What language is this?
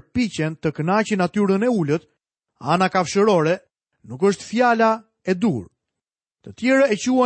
Albanian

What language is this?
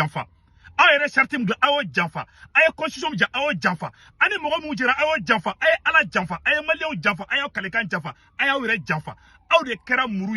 Bambara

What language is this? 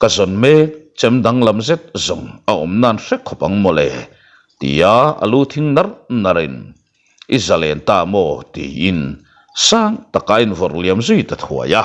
Mizo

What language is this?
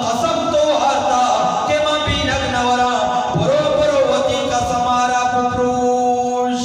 Eastern Balochi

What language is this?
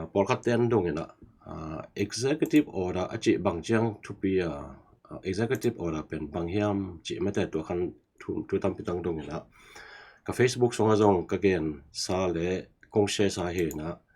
Tedim Chin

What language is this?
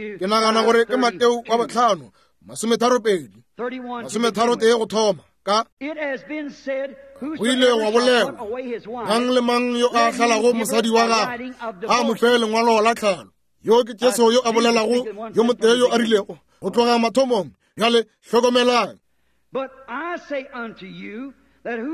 Northern Sotho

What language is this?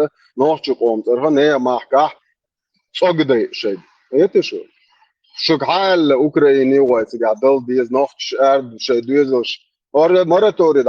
Chechen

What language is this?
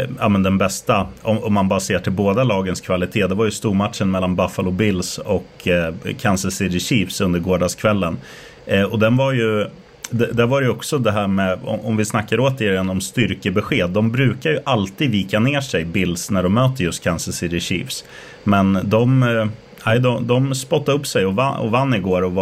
Swedish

